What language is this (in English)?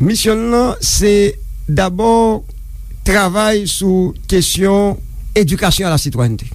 Haitian Creole